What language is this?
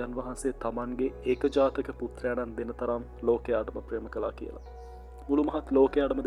Sinhala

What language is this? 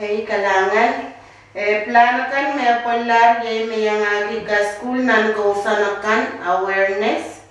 Pohnpeian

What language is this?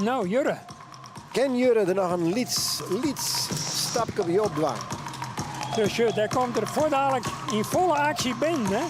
Western Frisian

